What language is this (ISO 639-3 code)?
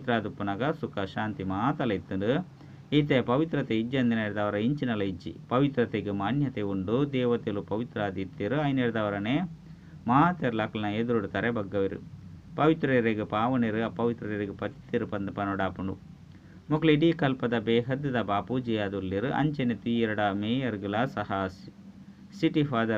tcy